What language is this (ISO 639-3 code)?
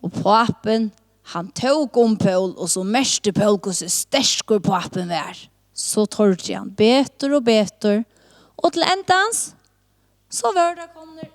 fao